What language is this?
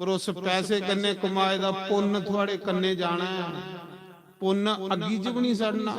Dogri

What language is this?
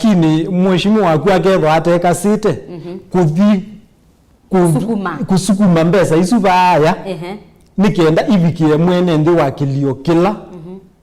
Kamba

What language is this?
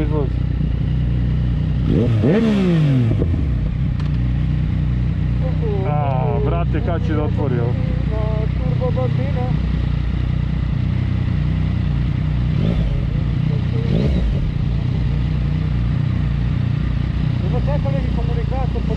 Serbian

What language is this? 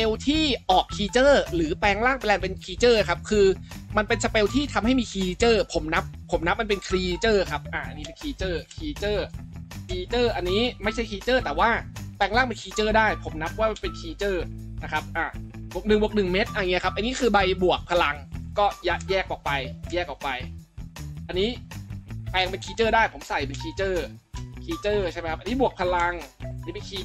Thai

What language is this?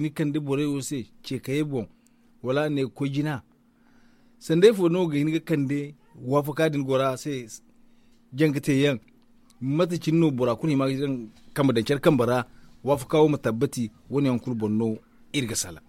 Zarma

